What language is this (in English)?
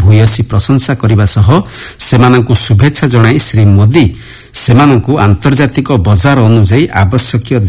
Odia